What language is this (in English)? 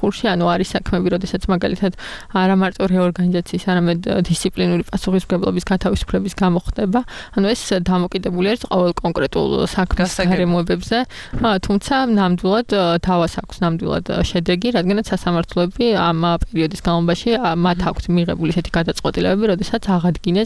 Georgian